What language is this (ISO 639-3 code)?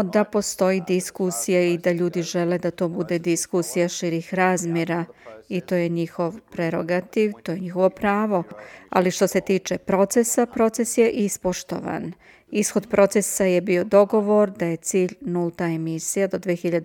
srp